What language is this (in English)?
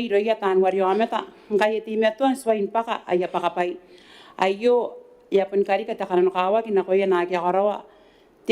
Gilbertese